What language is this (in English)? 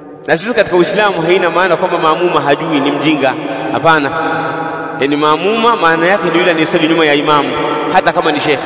Swahili